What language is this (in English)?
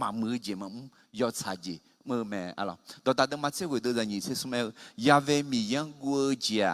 Akha